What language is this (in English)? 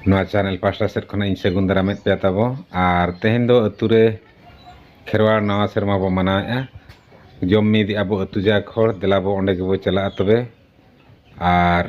Santali